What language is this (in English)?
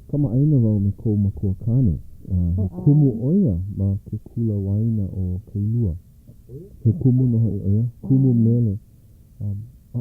Hawaiian